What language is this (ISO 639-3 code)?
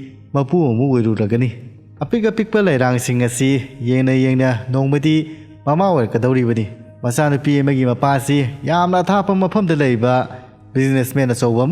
mni